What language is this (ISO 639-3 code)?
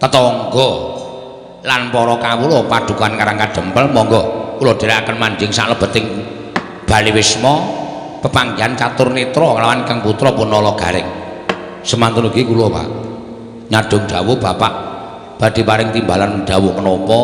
jav